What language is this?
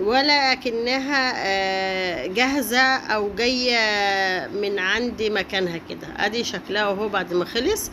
Egyptian Arabic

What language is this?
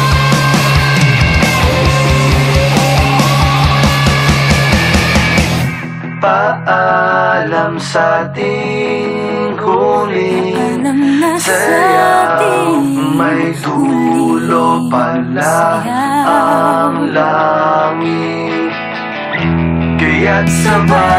Filipino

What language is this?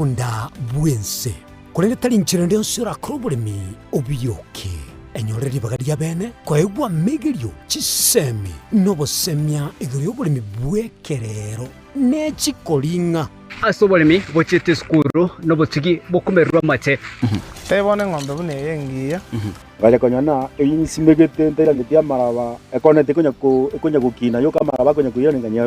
Gusii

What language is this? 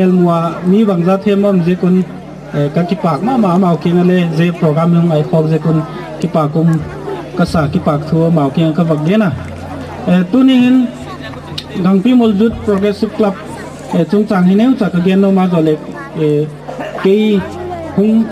Gangte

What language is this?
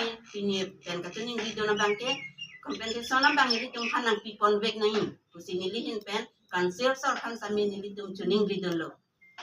Karbi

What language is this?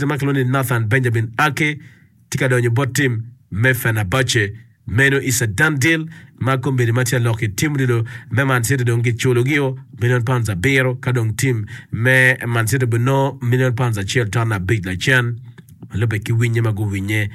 Acoli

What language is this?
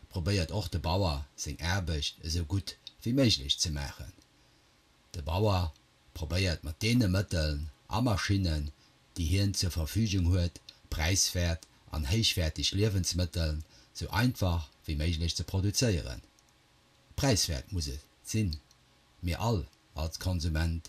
Luxembourgish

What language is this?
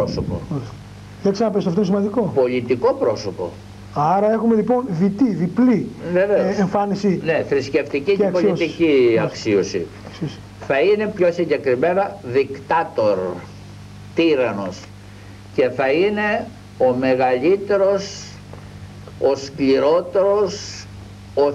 Greek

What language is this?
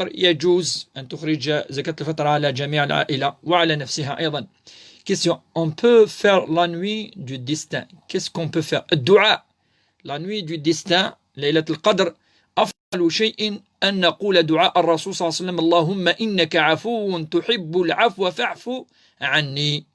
Kabyle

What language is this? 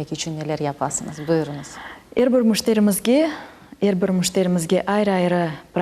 Crimean Tatar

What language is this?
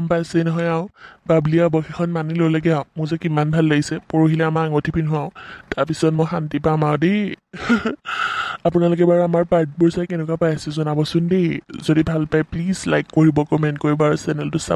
Assamese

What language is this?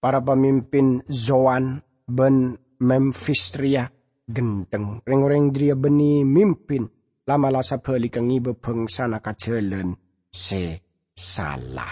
Madurese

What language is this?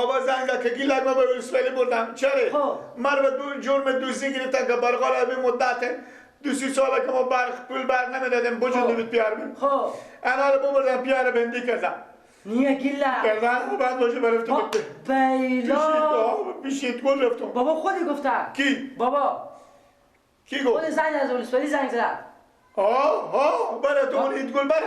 Persian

